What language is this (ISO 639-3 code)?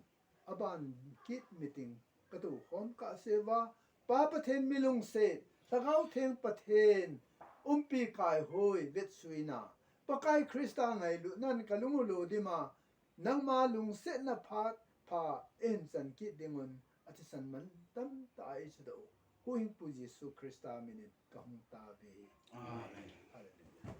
tcz